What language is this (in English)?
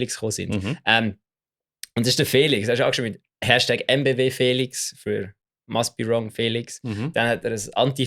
Swiss German